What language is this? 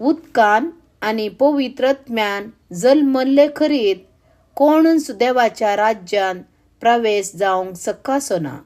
Konkani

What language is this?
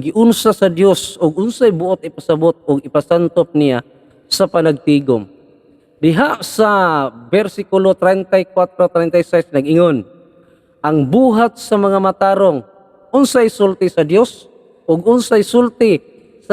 Cebuano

